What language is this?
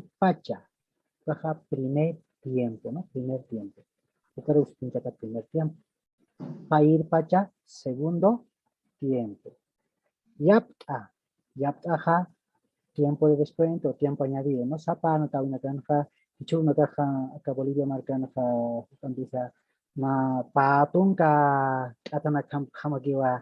Aymara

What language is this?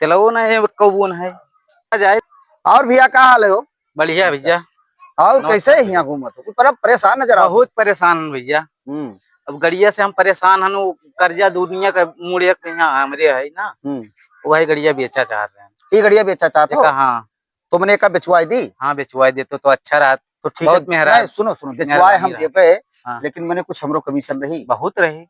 Awadhi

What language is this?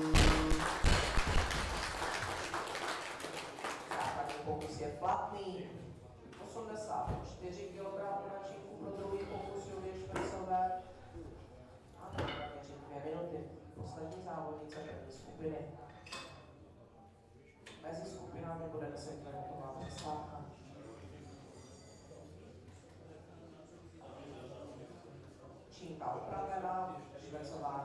Czech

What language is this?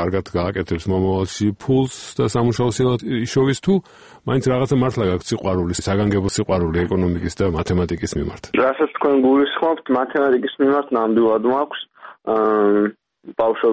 Georgian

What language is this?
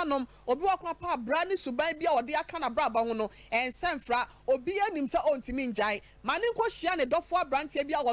Akan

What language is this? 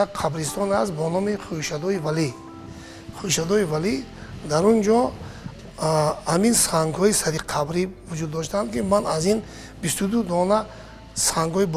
Tajik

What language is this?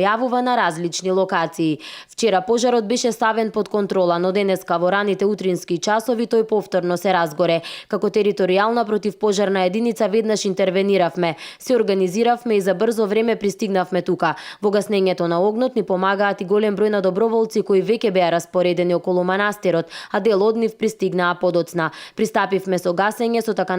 Macedonian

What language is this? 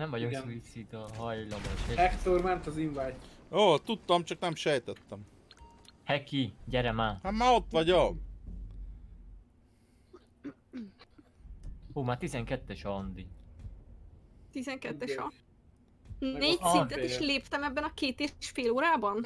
Hungarian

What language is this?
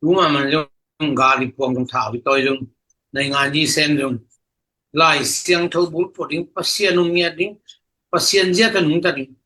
Tedim Chin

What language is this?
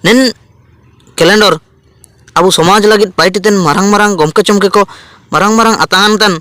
Ho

